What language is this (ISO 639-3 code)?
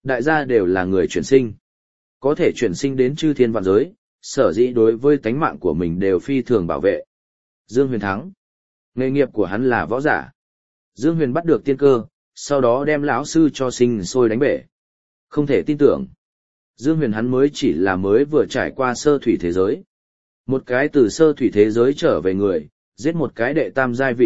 vie